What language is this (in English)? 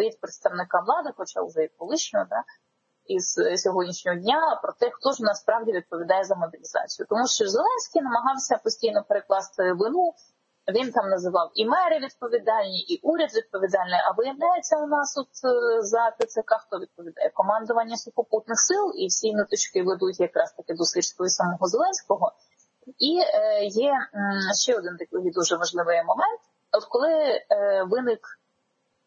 Ukrainian